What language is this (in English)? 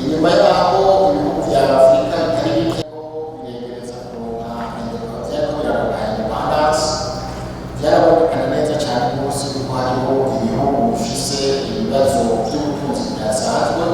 Rundi